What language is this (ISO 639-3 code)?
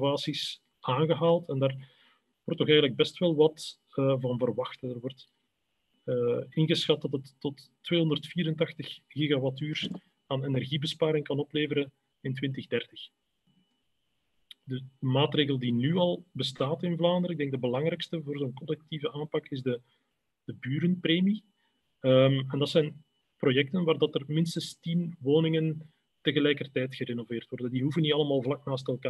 nld